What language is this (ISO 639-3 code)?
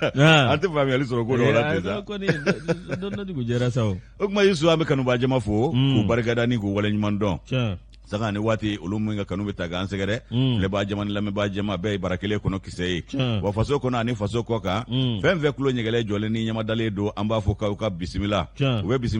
bam